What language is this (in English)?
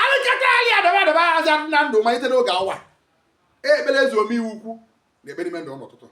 Igbo